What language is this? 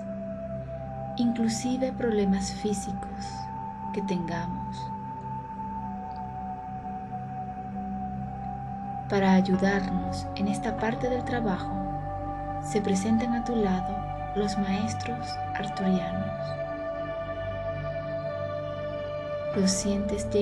Spanish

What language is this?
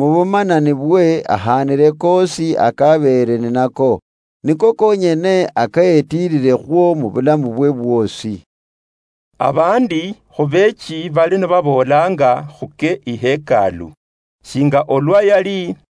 Luyia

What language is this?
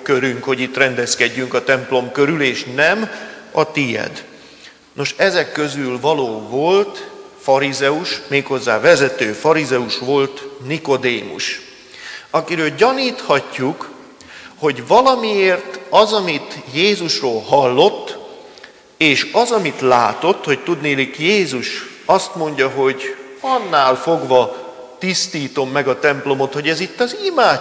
Hungarian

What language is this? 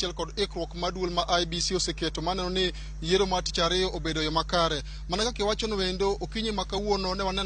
Luo (Kenya and Tanzania)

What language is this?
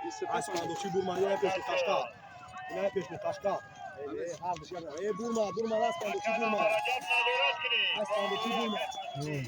Tajik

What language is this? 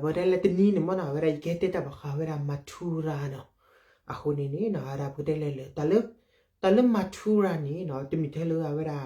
S'gaw Karen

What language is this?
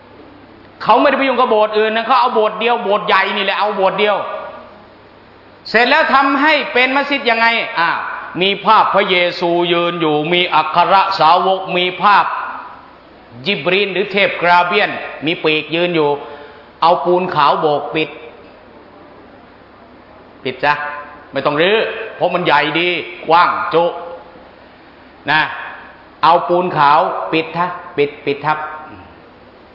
Thai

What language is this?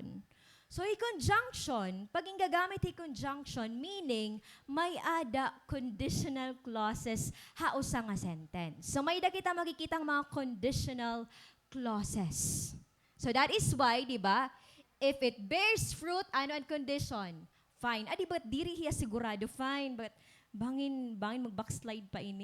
Waray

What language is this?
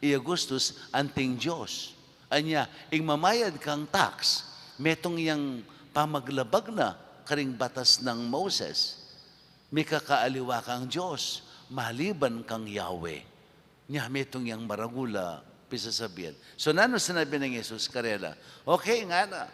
Pampanga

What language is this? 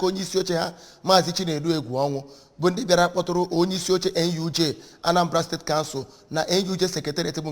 Igbo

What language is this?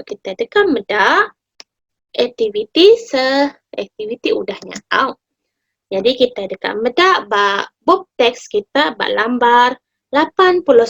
Iban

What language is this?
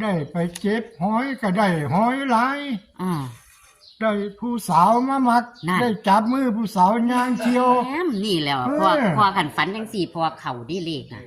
Northeastern Thai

